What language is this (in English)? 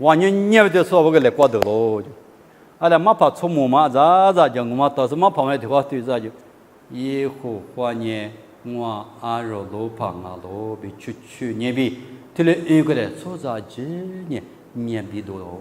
Lisu